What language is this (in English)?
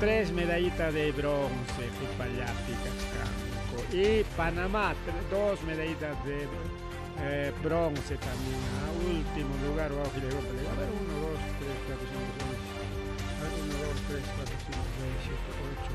Ayacucho Quechua